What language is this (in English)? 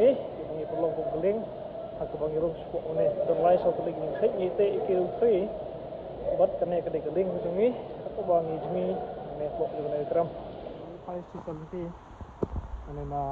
Khasi